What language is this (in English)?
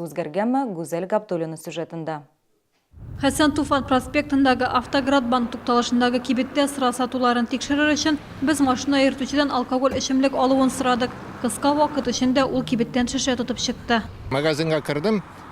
Tatar